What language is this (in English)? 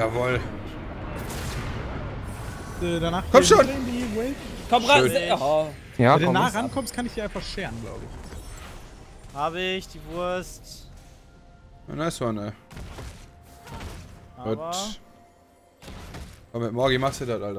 German